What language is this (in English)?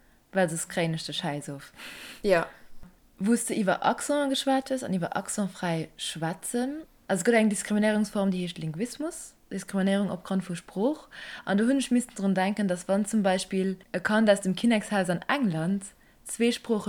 Luxembourgish